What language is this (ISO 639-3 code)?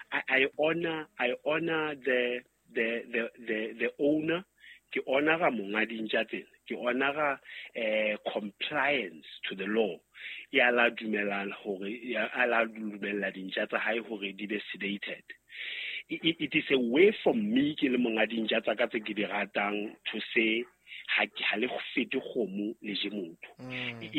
sot